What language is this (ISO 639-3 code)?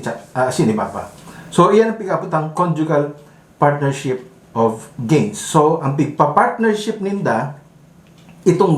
bik